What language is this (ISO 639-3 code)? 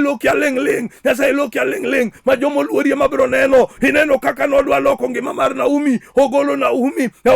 luo